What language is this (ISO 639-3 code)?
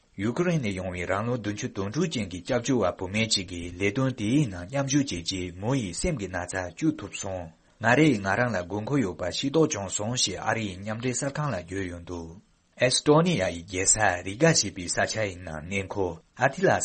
bod